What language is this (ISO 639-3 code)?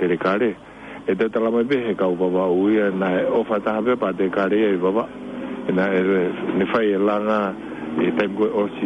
ton